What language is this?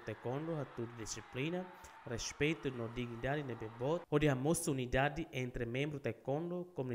Tetum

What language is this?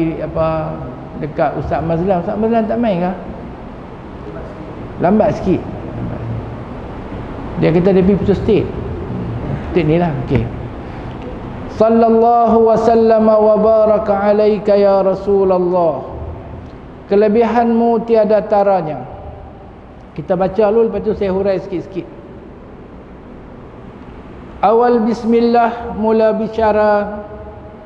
Malay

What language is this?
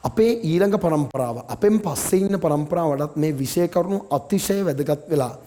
Sinhala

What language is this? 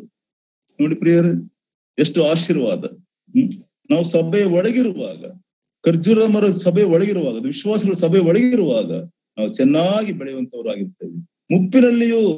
Kannada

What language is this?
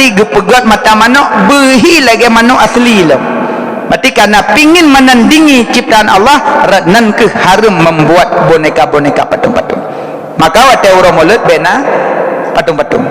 Achinese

